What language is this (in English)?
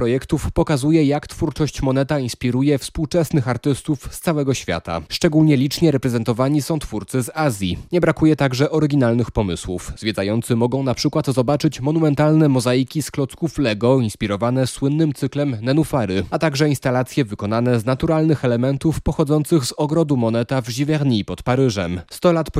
Polish